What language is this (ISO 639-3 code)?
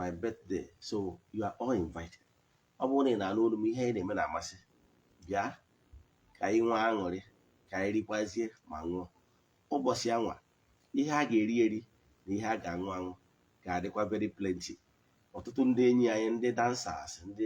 ibo